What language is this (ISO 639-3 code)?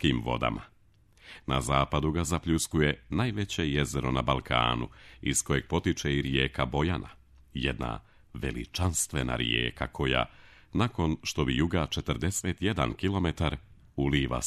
srp